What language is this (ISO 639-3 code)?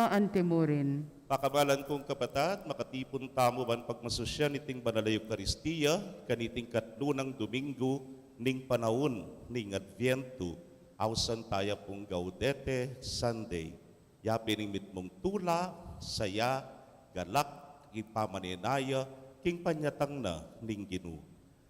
pam